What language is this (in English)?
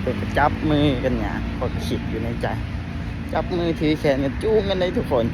Lao